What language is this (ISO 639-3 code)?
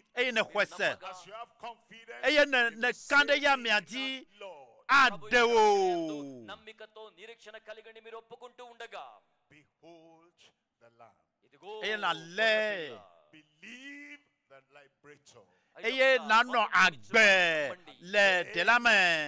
ewe